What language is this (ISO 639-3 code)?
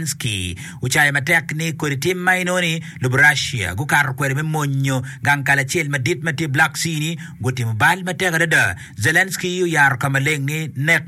ach